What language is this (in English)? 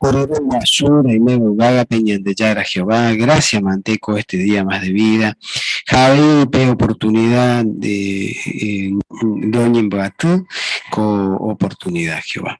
Guarani